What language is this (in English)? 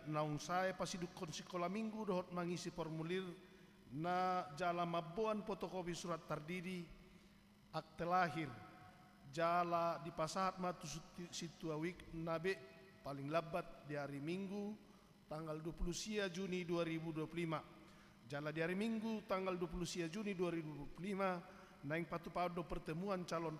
Batak Toba